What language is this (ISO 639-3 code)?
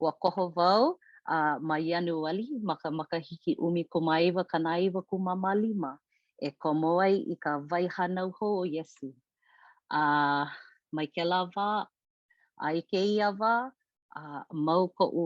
haw